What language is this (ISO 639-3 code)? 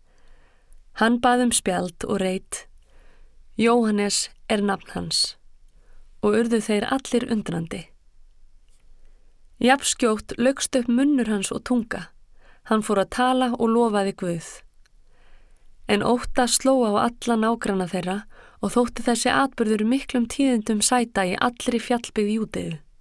isl